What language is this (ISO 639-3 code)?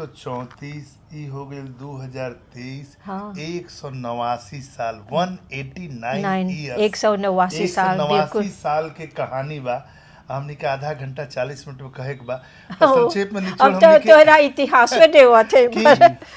bho